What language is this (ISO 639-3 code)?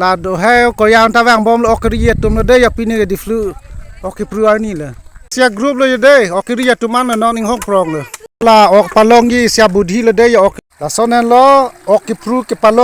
mjw